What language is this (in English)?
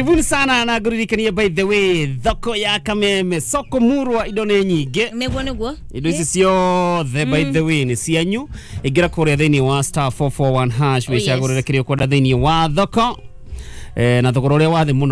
Kikuyu